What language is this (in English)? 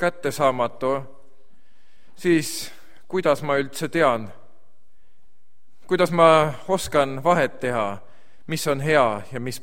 Estonian